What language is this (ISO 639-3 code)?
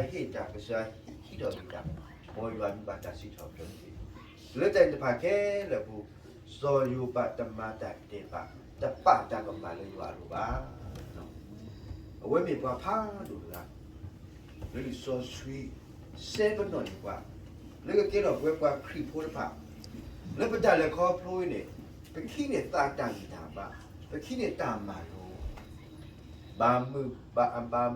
ksw